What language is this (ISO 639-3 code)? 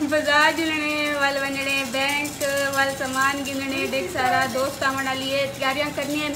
skr